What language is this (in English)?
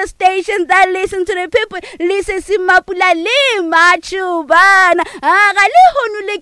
Northern Sotho